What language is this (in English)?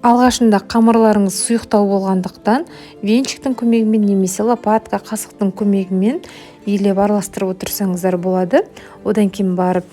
Kazakh